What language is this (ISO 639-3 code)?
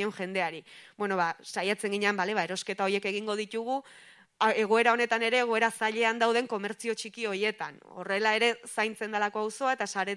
eus